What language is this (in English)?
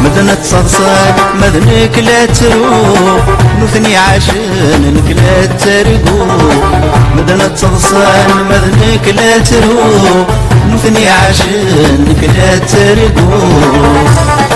Kabyle